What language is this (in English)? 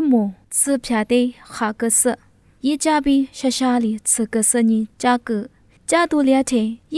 Lisu